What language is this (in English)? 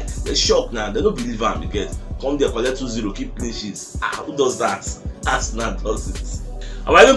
Nigerian Pidgin